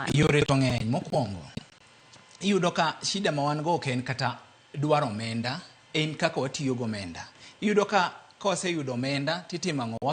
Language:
Luo (Kenya and Tanzania)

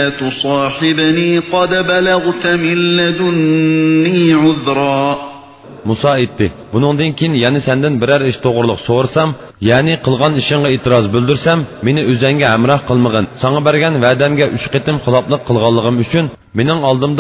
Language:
Uyghur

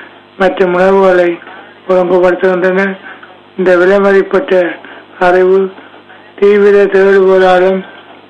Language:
Tamil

